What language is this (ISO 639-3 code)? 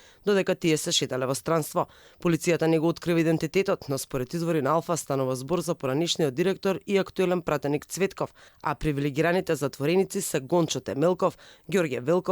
mkd